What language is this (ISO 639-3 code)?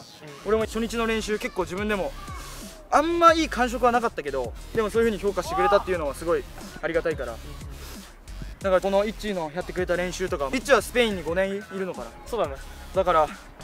jpn